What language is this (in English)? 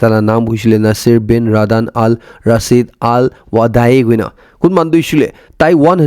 Naga Pidgin